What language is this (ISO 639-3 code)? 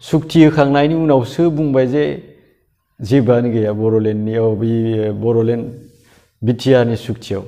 brx